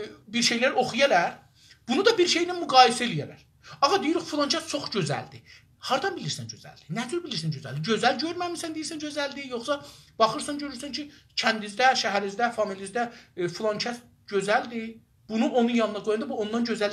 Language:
South Azerbaijani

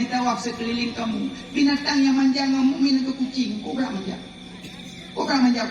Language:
Achinese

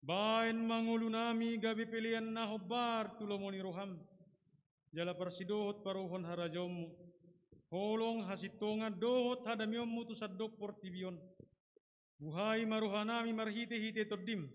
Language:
Batak Toba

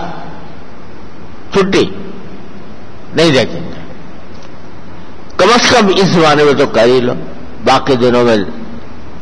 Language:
Urdu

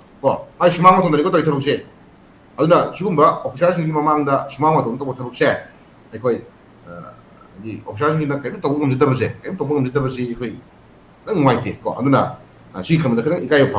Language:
Manipuri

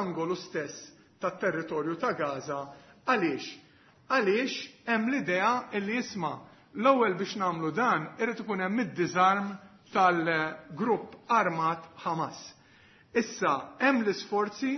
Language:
Maltese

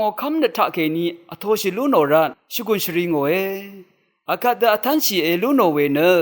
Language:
Rawang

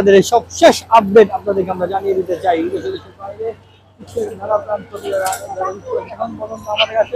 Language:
Bangla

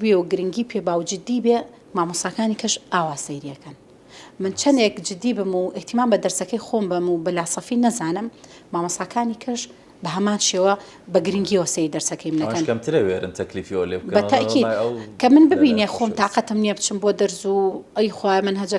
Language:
Central Kurdish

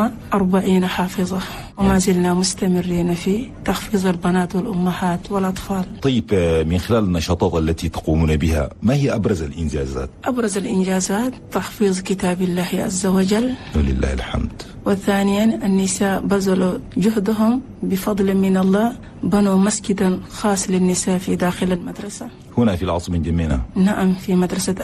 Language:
Chadian Arabic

